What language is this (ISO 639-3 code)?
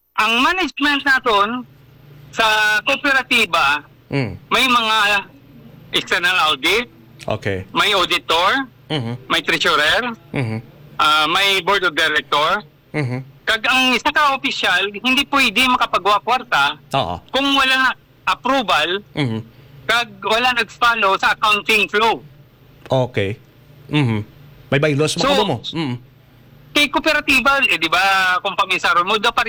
hil